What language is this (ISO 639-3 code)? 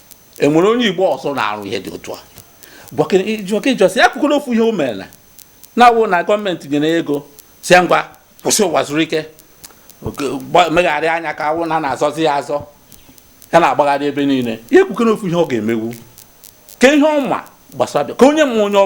ibo